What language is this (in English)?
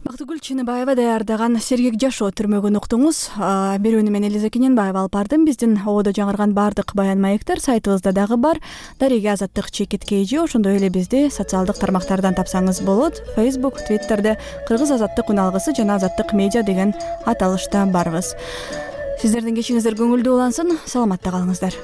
Kyrgyz